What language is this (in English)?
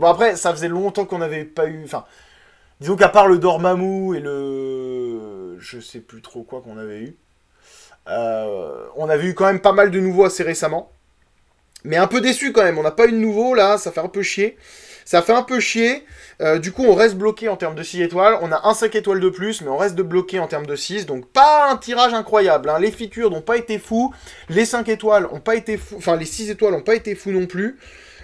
French